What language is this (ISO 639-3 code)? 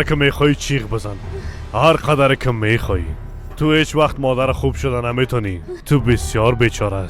fas